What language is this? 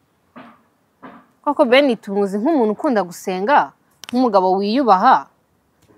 Kinyarwanda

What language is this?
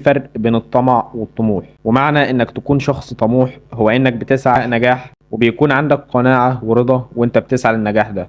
Egyptian Arabic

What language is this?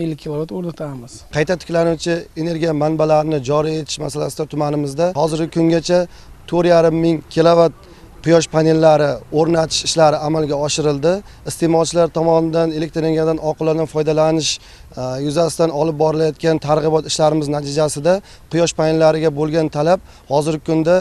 Uzbek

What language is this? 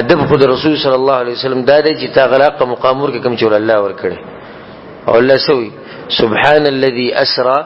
Pashto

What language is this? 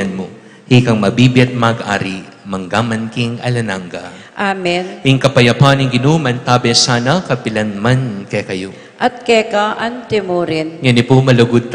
Pampanga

